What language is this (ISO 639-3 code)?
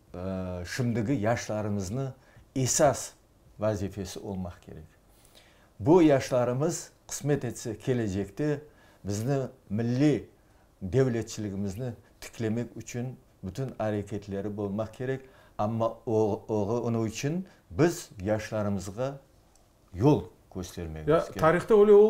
crh